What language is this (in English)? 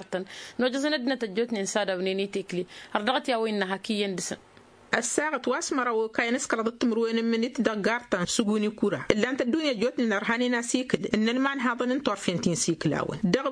Tamasheq